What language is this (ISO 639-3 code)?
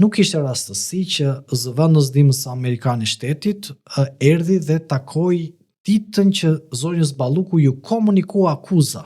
sqi